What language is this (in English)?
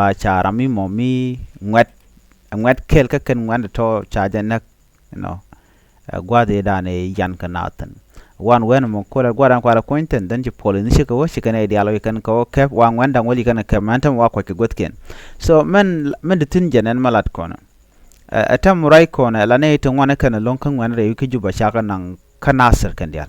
Nuer